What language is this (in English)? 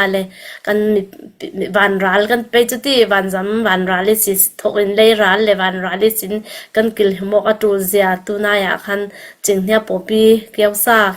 Falam Chin